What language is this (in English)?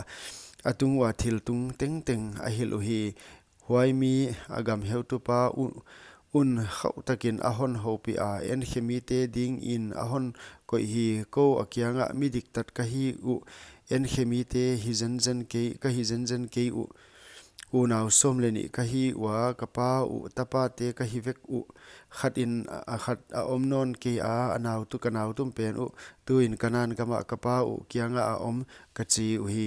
Paite Chin